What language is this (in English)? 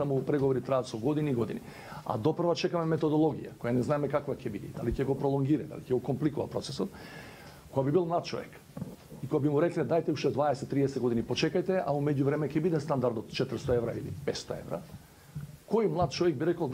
Macedonian